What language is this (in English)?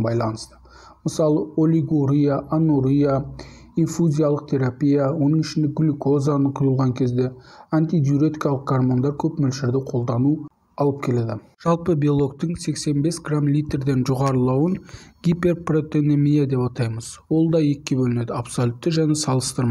Kazakh